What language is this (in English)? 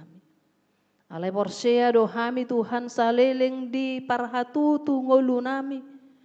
Batak Toba